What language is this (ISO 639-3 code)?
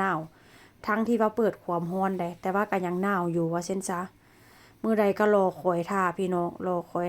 tts